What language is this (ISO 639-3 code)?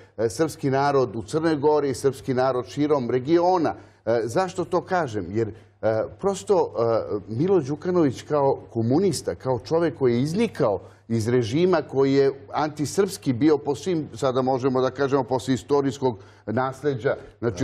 srp